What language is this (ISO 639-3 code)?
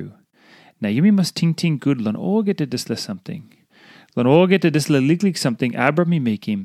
tpi